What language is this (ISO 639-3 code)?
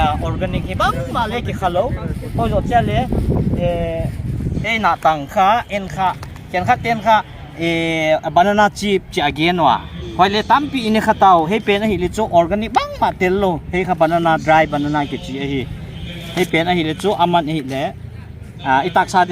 pck